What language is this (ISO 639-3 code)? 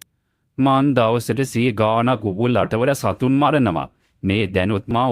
sin